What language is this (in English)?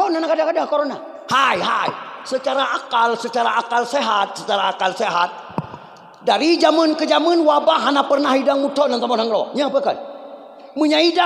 Achinese